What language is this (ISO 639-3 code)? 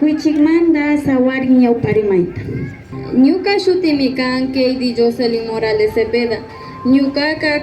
qvi